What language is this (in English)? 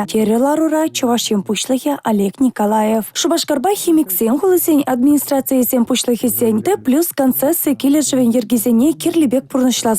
Chuvash